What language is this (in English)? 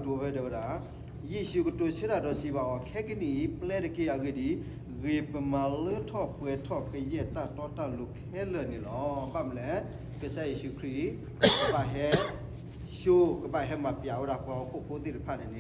S'gaw Karen